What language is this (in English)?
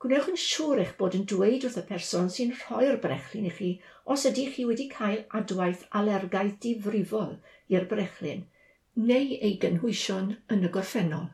Welsh